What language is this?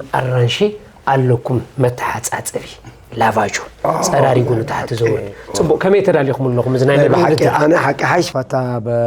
Tigrinya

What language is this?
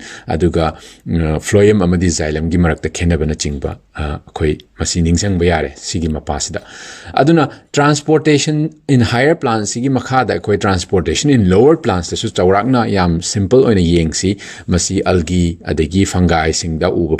Manipuri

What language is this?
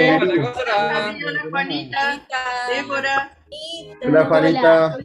Guarani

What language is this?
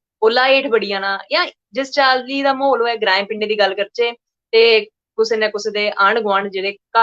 Dogri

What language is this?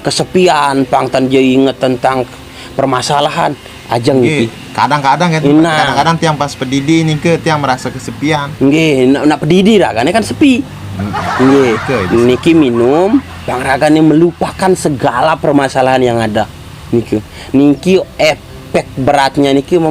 Balinese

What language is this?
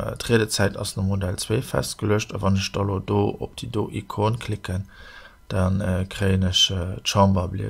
Luxembourgish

